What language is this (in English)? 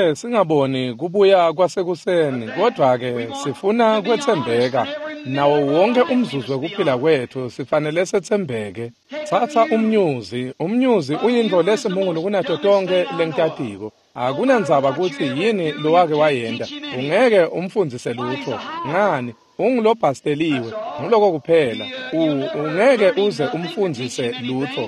Swati